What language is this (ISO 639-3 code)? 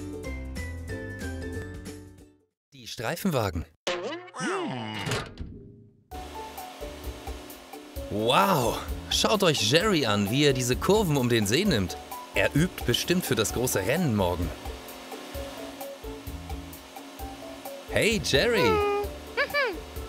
deu